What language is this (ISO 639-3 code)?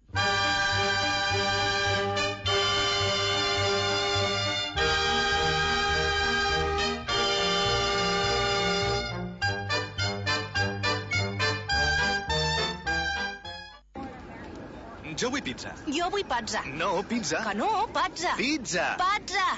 cat